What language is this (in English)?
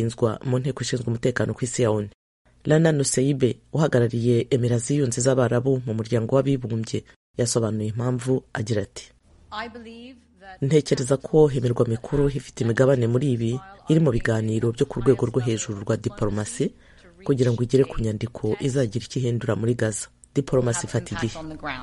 Kinyarwanda